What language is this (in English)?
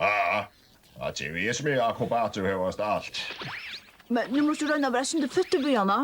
Faroese